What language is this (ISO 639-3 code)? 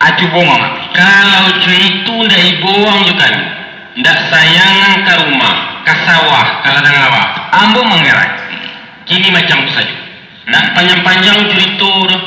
min